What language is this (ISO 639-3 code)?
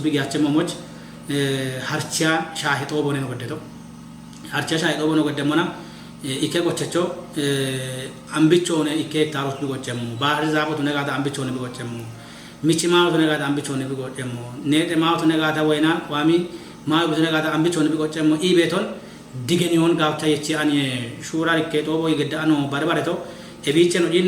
kbr